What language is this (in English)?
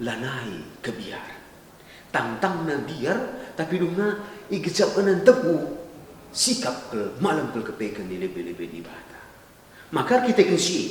Batak Karo